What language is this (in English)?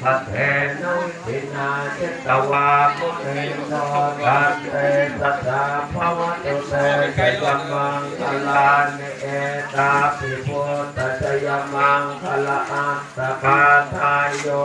Pali